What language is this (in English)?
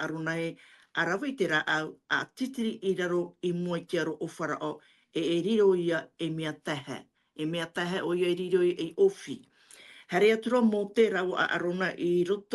Tahitian